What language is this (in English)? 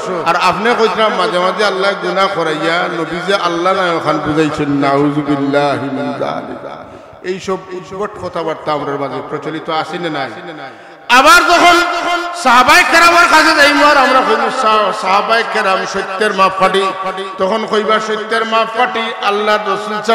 Sylheti